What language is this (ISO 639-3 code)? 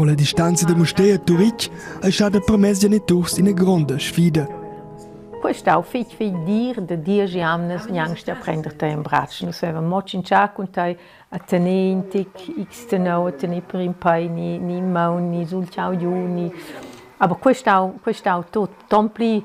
roh